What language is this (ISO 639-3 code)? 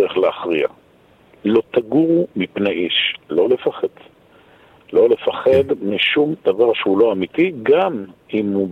heb